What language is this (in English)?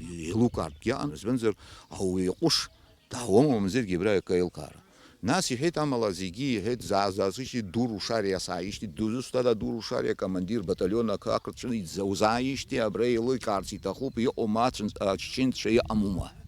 Abkhazian